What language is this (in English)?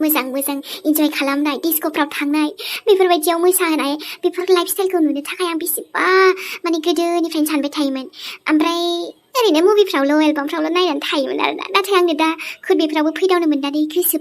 Bodo